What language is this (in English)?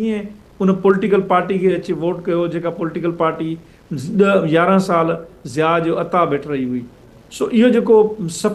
Sindhi